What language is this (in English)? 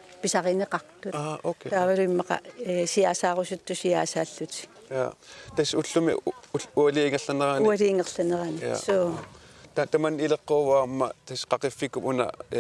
Kalaallisut